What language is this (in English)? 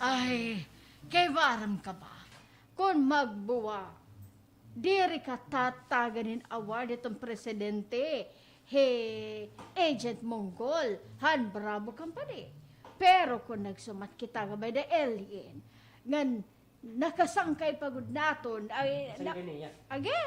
Waray